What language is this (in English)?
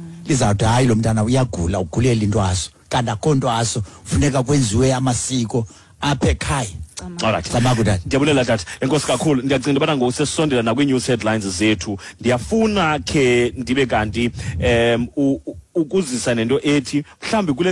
Xhosa